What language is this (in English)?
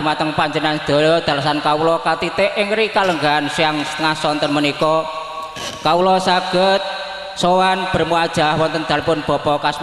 Javanese